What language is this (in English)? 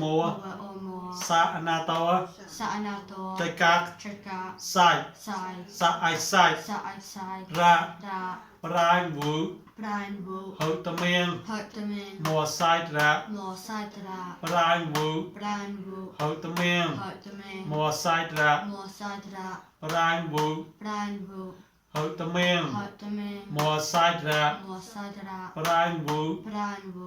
Mon